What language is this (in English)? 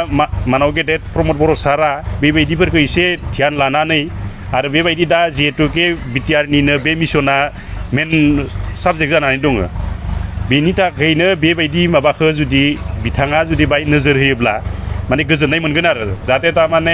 Bodo